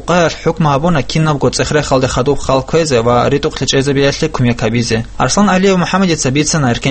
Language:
Avaric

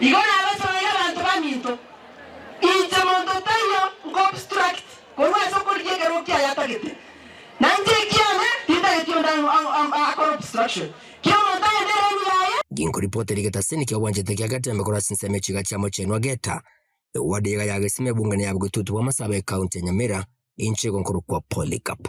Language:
Gusii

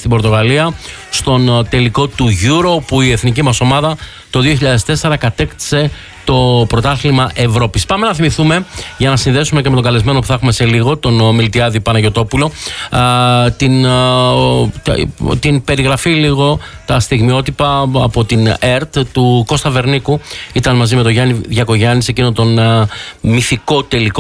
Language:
Greek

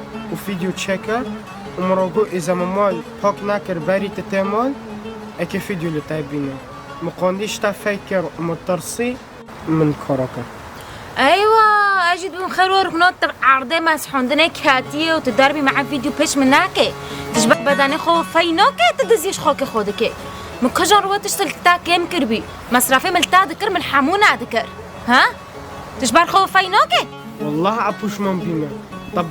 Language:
Kurdish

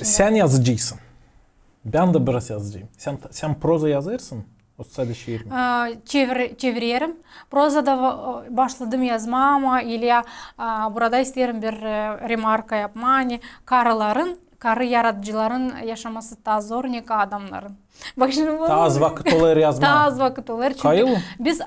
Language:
Gagauz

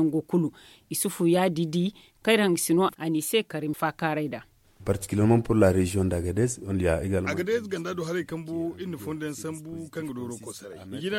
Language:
Zarma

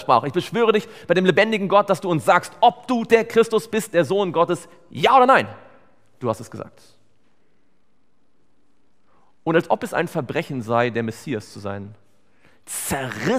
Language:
German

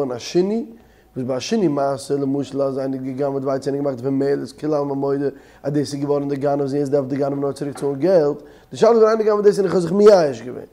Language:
Yiddish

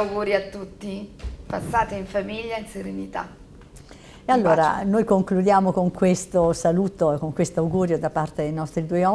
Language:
Italian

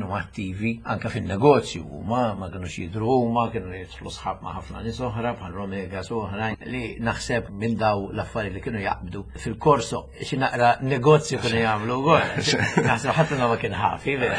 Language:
Maltese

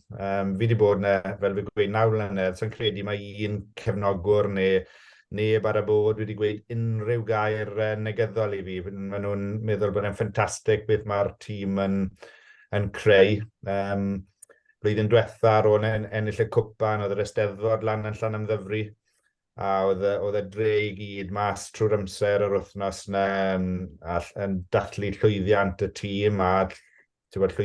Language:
Welsh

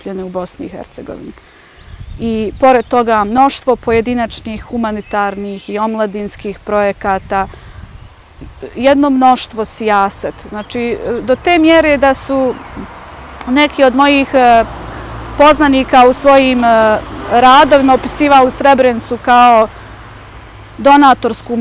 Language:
Bosnian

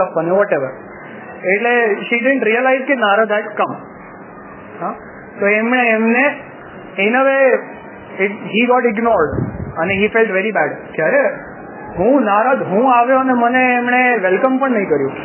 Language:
Gujarati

